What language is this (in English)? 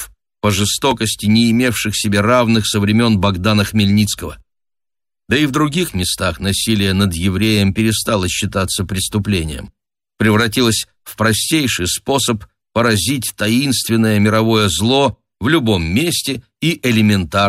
Russian